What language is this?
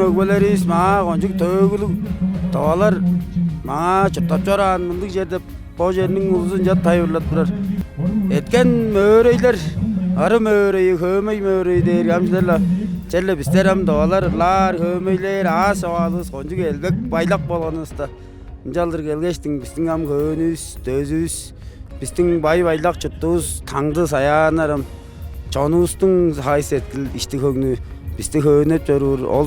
Tuvinian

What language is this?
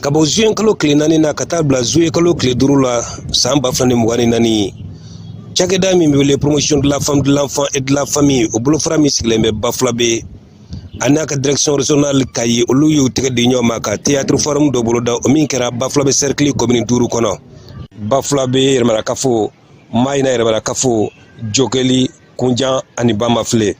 Bambara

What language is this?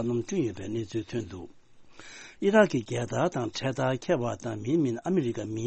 Tibetan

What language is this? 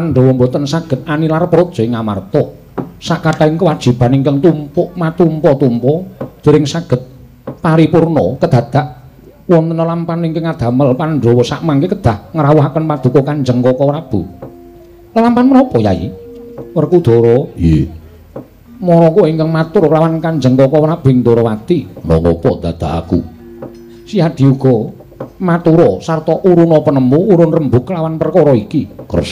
Javanese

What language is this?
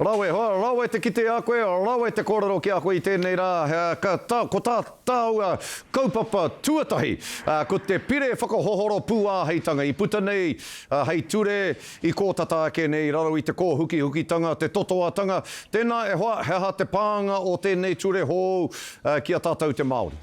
Māori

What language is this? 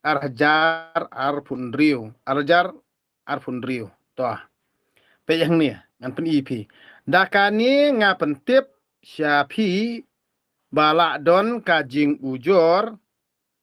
Khasi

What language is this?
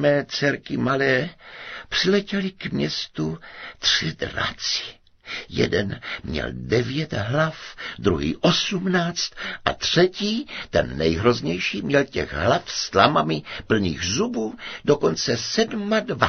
Czech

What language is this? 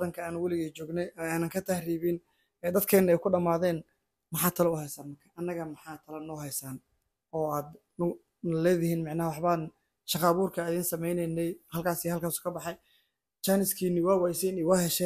Somali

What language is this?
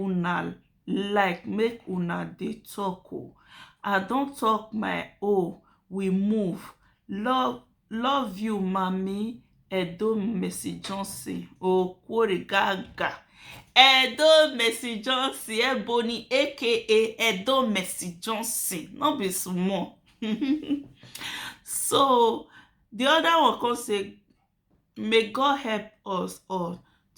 Nigerian Pidgin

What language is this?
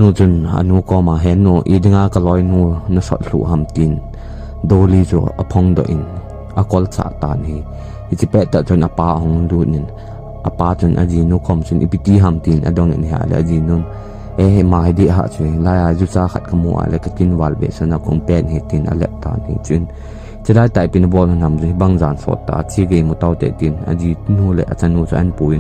Thado Chin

